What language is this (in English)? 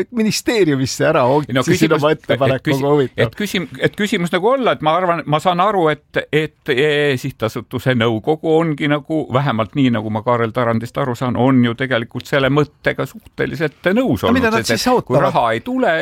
Estonian